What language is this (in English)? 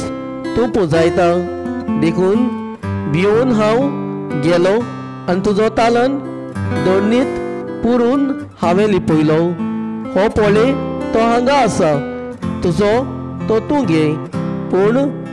Konkani